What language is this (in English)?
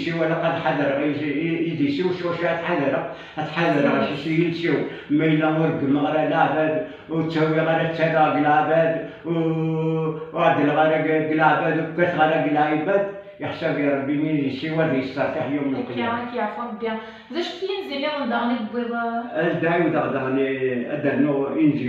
Kabyle